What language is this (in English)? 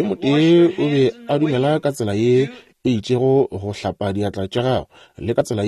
Northern Sotho